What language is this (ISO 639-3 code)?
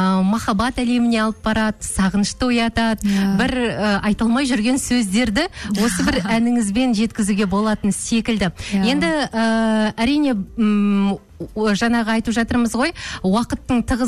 kaz